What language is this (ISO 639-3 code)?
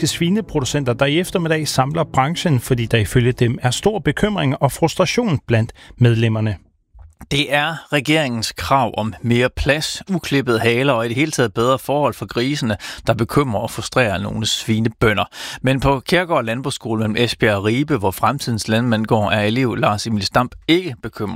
dan